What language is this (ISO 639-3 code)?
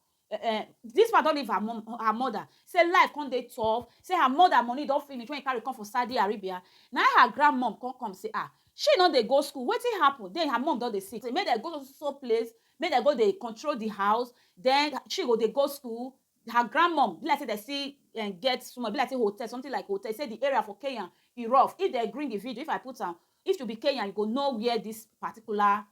pcm